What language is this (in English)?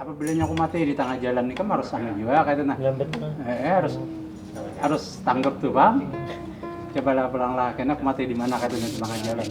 Banjar